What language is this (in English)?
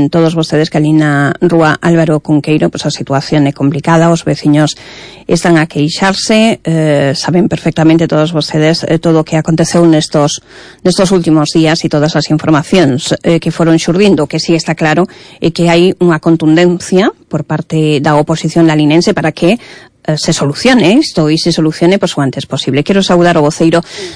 Galician